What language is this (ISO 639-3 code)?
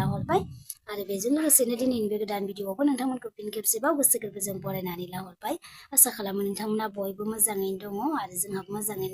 brx